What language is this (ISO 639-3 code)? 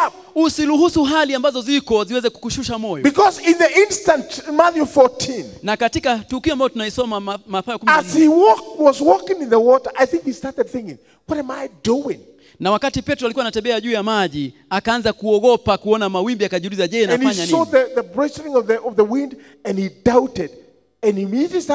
swa